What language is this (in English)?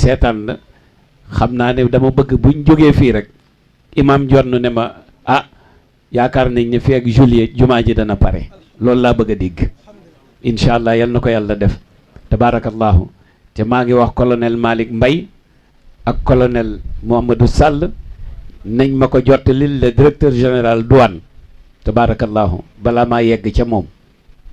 Wolof